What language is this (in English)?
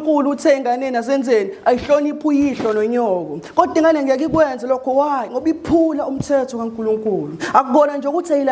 Zulu